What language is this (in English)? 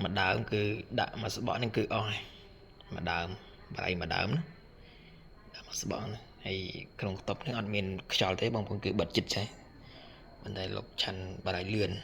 Khmer